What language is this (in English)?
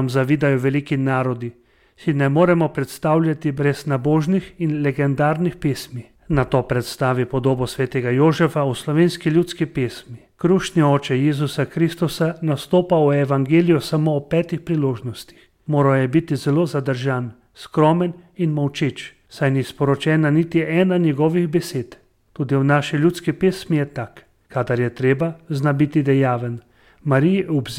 Slovenian